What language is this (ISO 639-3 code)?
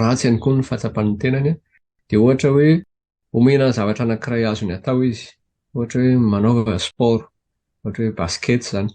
mlg